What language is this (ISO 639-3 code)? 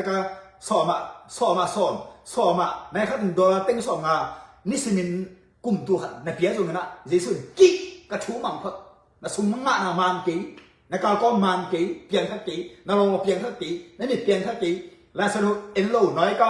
ctd